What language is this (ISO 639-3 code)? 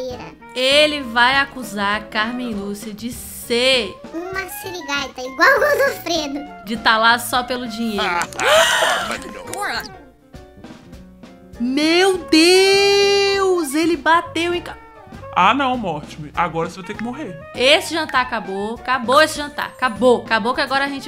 por